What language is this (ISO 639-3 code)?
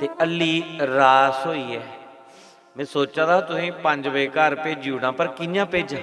doi